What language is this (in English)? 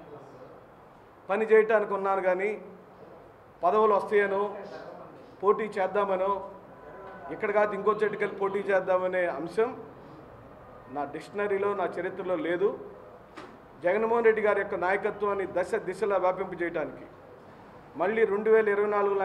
Telugu